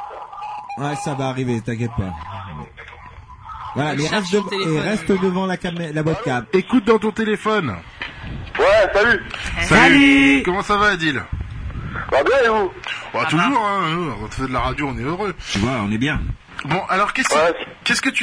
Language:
French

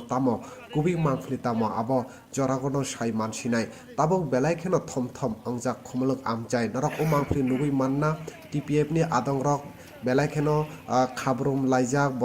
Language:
Kok Borok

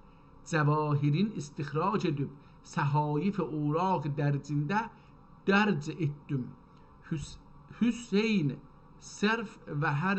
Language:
South Azerbaijani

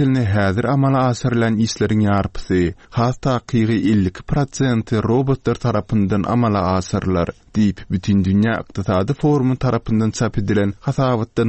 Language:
Turkmen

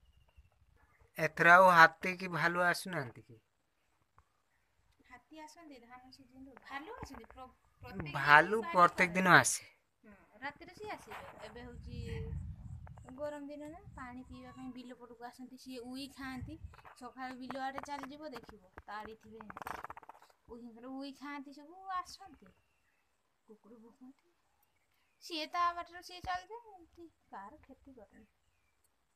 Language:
Odia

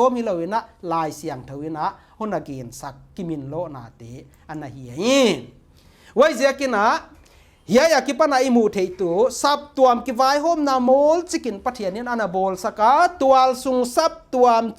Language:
Paite Chin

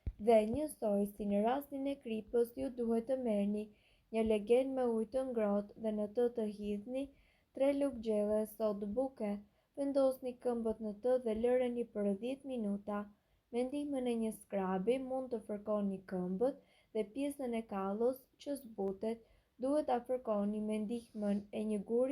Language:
Albanian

